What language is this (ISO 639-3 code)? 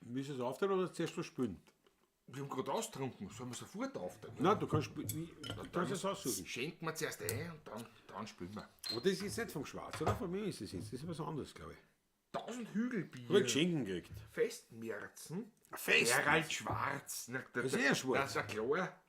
bar